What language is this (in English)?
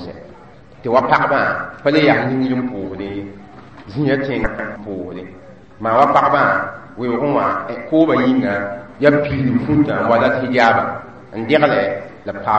Mossi